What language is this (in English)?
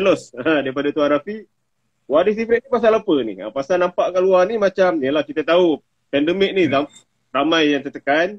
Malay